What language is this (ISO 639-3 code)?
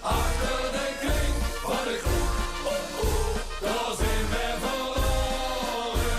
lim